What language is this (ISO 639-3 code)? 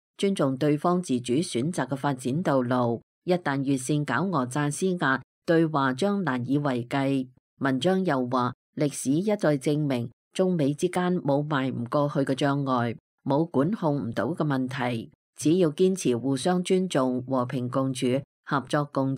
yue